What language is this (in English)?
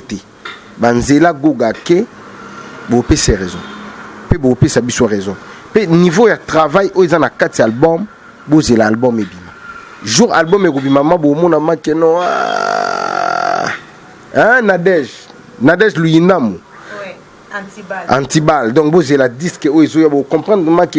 Lingala